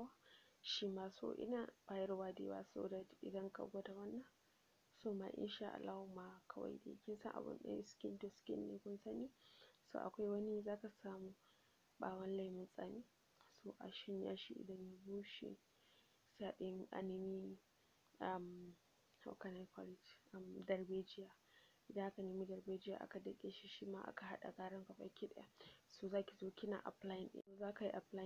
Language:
Hausa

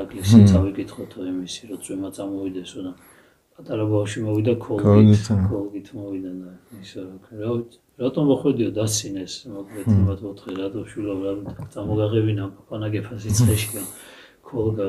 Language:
Georgian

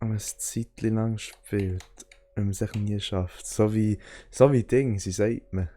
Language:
Swiss German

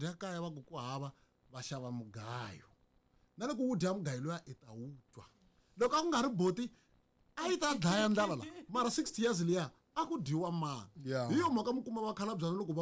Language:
Tsonga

